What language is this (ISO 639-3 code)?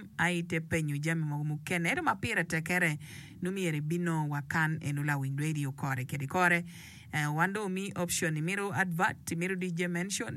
ach